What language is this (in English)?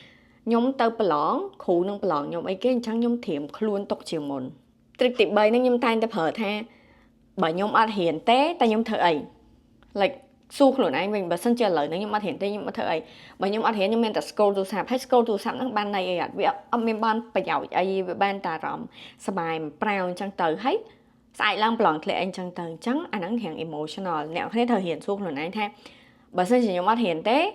Khmer